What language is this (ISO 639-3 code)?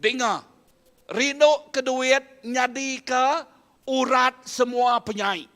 iba